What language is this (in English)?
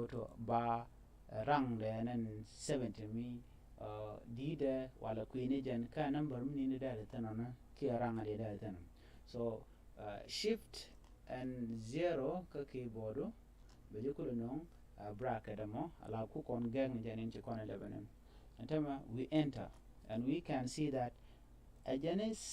Nuer